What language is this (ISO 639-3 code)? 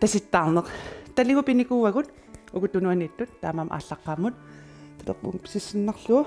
kal